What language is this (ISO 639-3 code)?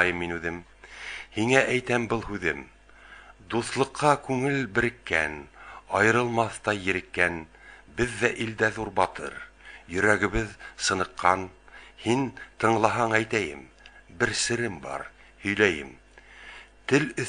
bak